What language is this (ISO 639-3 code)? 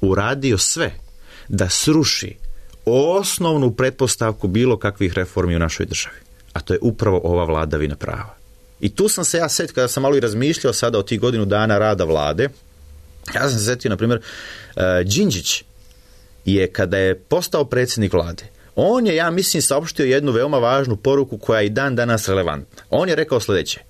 srp